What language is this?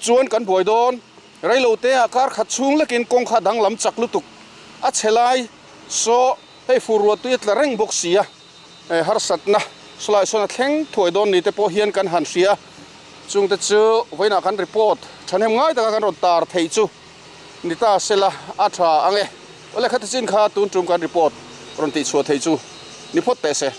Mizo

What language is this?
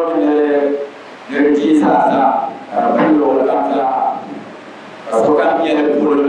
Dagbani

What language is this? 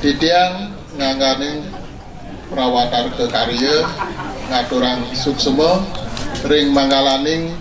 Balinese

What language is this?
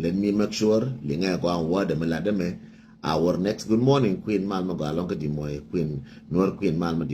Nuer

